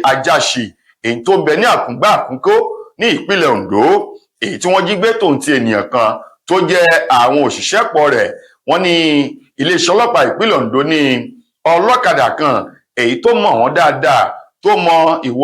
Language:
Yoruba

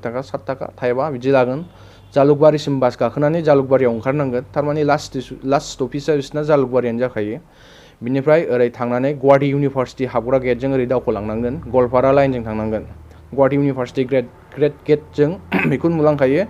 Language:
Bodo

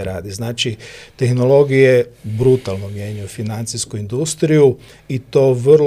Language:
Croatian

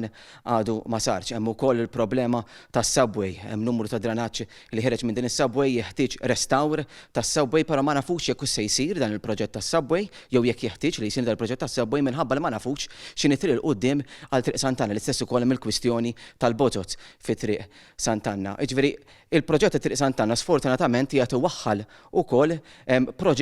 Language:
Maltese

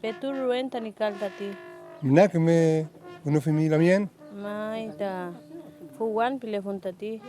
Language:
Mapuche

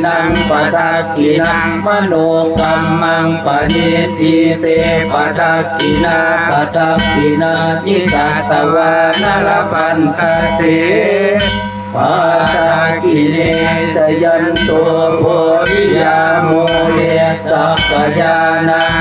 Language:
Pali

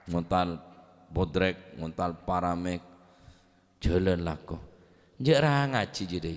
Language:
Madurese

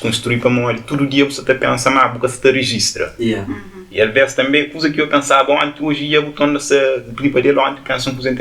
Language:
Kabuverdianu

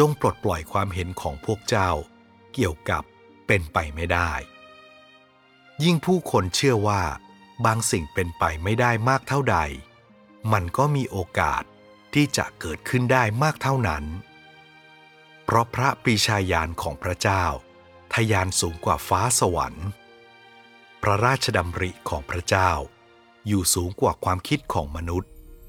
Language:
Thai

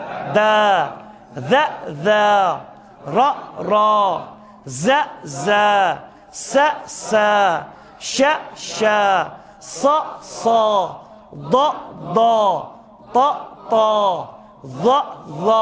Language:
Kashmiri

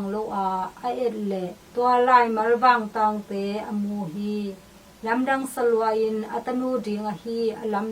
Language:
Tedim Chin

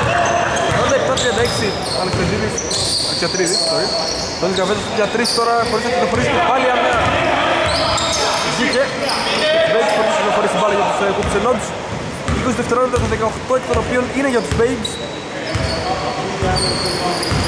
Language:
Greek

